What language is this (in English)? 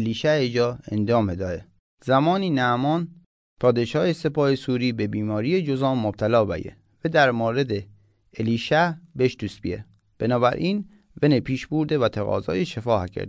Mazanderani